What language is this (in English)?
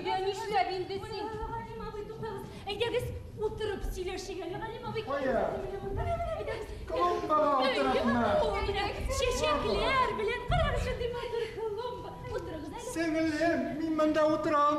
Bashkir